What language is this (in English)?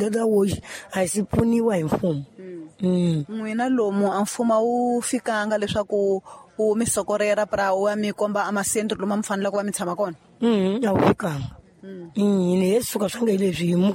Tsonga